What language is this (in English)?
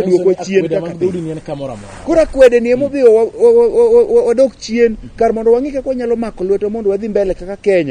Luo (Kenya and Tanzania)